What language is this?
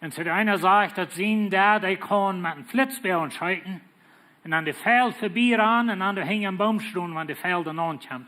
Plautdietsch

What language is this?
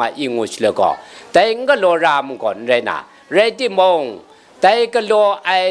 Kachin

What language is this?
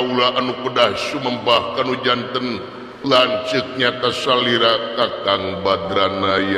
Sundanese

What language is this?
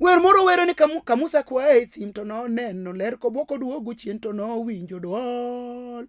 Luo (Kenya and Tanzania)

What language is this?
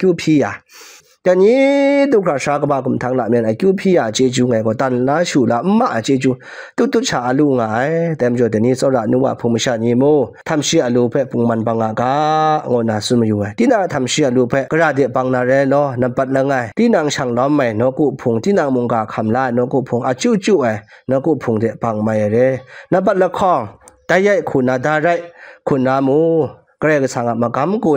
Kachin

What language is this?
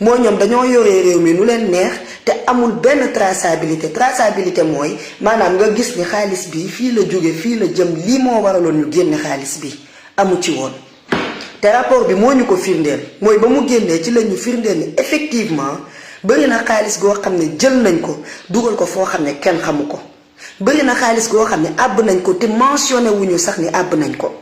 Wolof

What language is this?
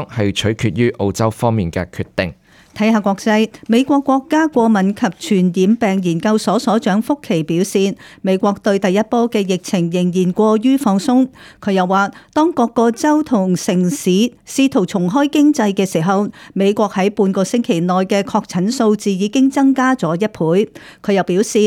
Cantonese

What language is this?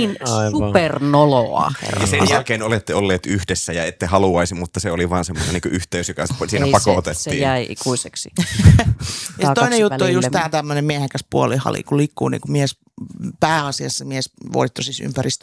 Finnish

